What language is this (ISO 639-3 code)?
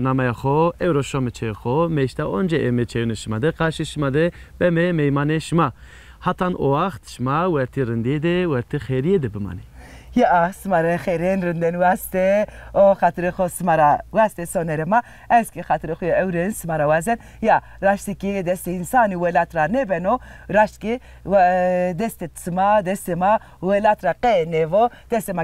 zza